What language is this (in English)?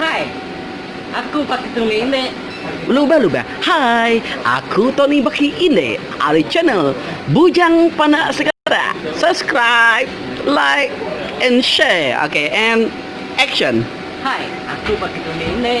Iban